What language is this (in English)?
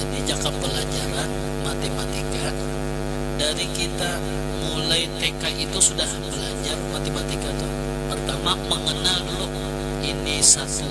Banjar